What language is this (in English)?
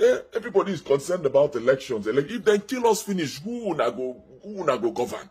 Nigerian Pidgin